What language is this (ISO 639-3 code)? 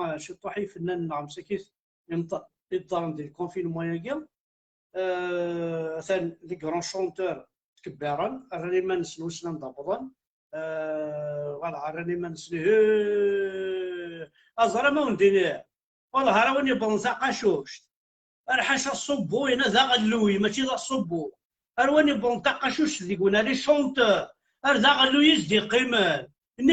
kab